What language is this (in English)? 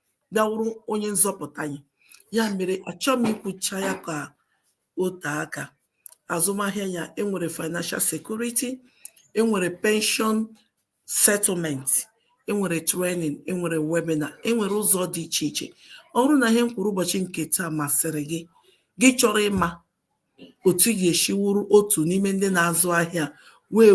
Igbo